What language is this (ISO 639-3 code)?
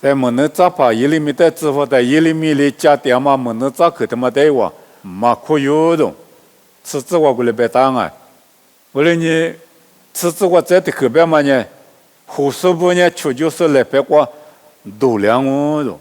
lis